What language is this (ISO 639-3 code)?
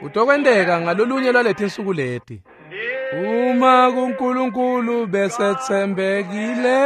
ssw